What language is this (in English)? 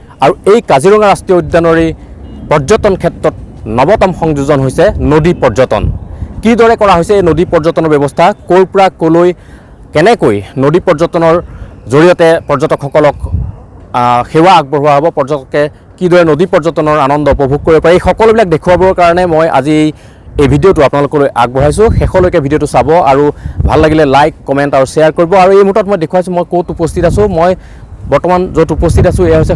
Assamese